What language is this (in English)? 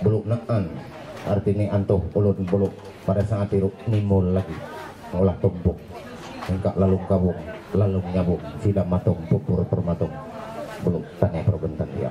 Ma'anyan